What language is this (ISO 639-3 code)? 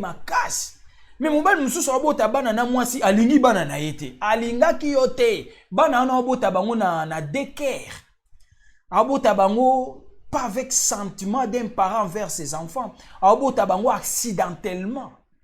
lin